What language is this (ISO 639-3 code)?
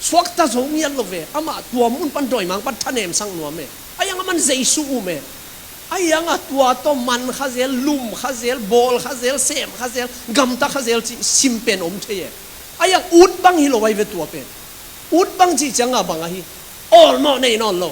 ctd